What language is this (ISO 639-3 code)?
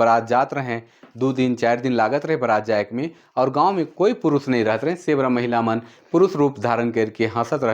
sck